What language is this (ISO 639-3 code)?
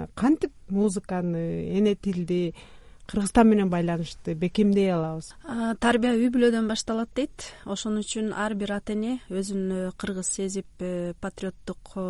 kir